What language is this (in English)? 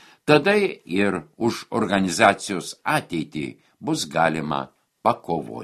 Lithuanian